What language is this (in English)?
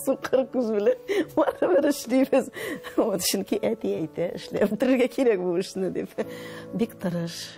Tatar